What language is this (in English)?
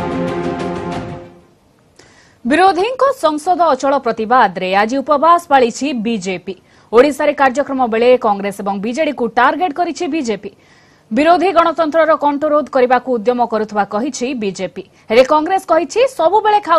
Odia